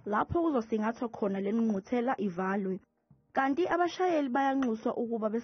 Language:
Zulu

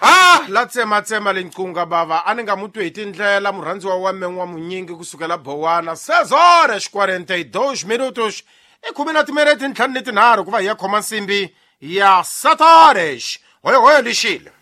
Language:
Tsonga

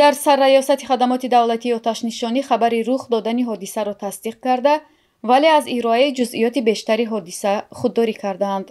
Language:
Tajik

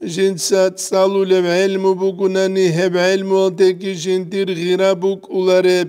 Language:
Avaric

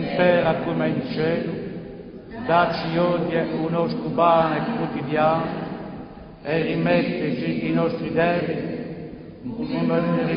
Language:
Corsican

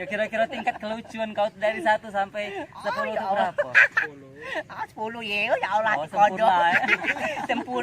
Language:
Musi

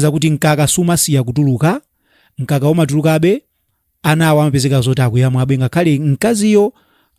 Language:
Nyanja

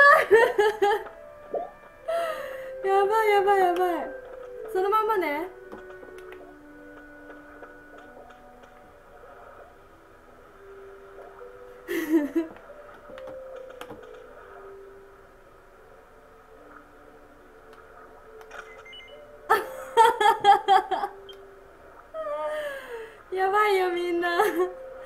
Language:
Japanese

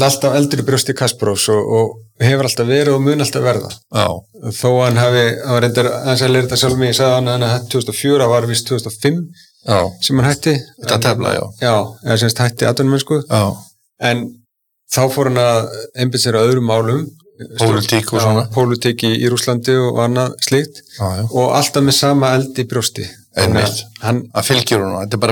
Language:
Icelandic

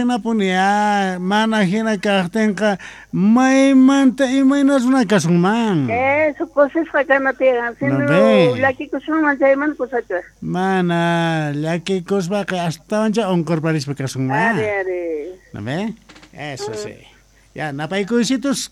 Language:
Quechua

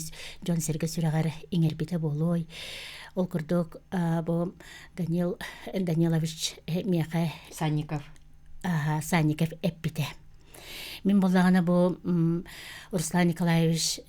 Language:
Yakut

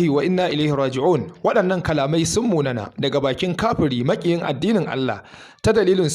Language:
Hausa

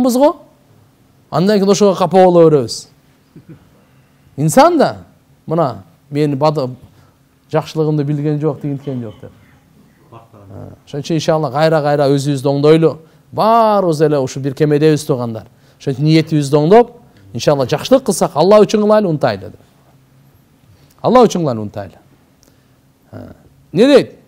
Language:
Kyrgyz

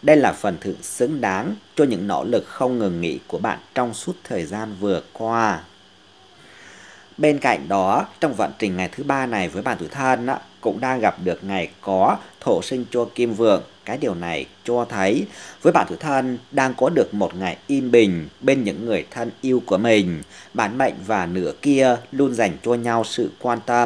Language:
Vietnamese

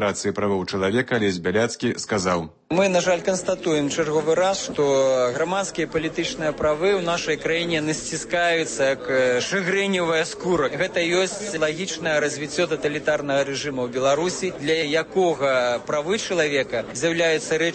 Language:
Belarusian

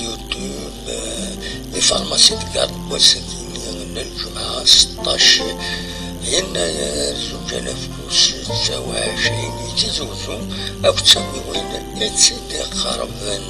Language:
Kabyle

